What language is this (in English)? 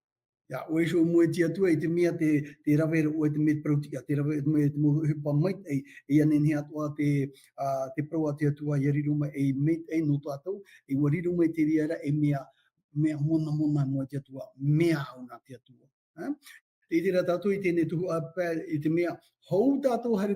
Tahitian